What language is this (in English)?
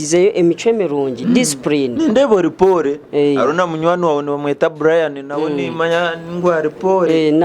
Nyankole